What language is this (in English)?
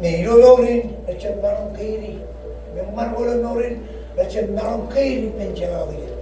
Marshallese